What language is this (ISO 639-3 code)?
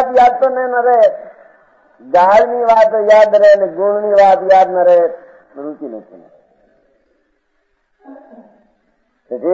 guj